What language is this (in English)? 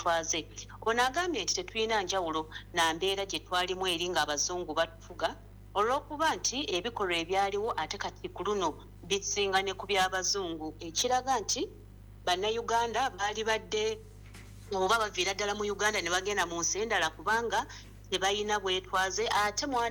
Ganda